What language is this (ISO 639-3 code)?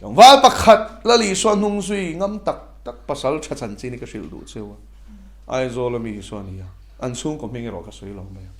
lus